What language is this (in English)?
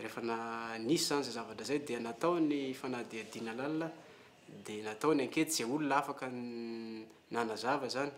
Malagasy